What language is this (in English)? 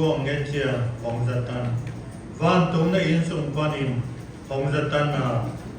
Siyin Chin